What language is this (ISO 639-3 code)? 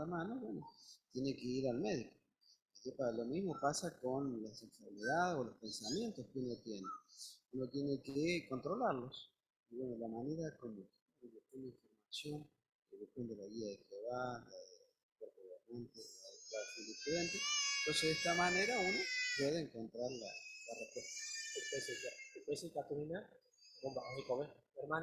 grn